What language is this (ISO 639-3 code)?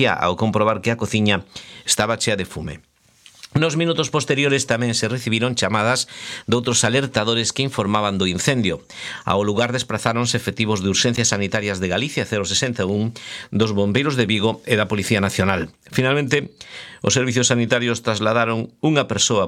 glg